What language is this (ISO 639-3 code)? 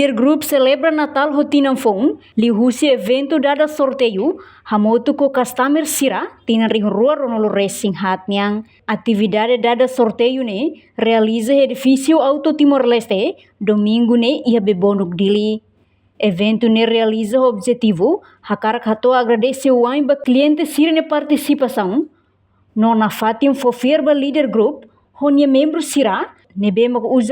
tet